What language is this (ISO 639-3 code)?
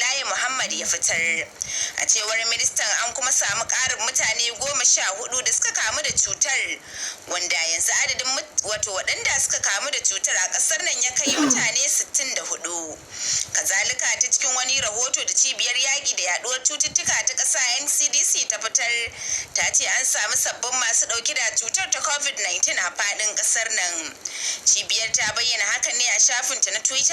hau